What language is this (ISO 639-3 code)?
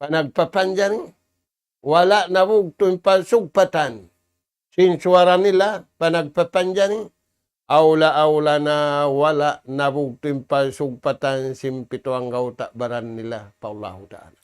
tsg